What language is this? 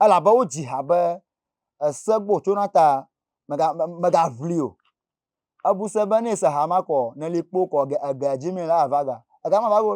Ewe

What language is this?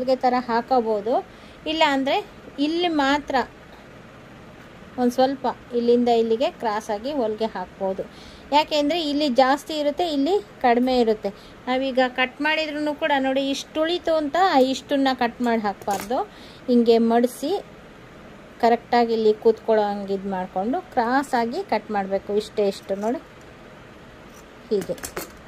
Kannada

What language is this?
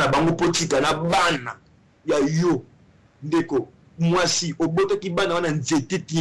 Lingala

